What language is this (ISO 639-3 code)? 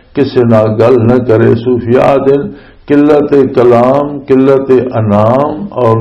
lah